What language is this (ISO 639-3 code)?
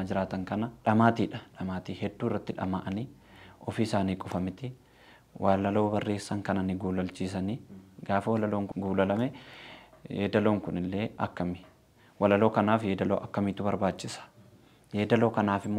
orm